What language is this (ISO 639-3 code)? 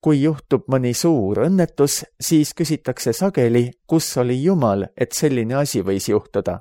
est